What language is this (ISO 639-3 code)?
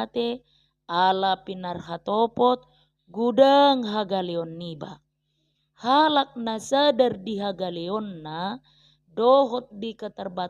bbc